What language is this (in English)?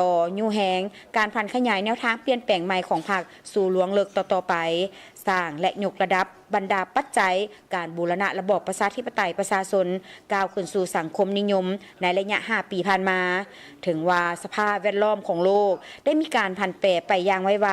Lao